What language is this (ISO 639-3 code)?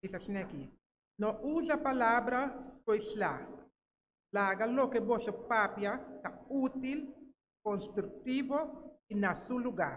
pap